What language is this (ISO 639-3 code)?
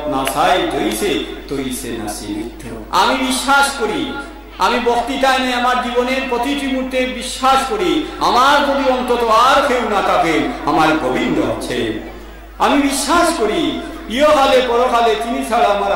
ben